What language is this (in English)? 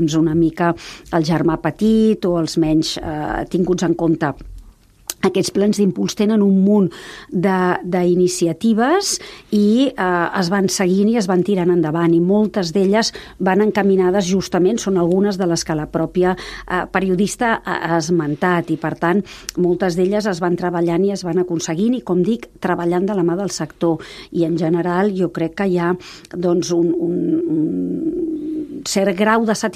Catalan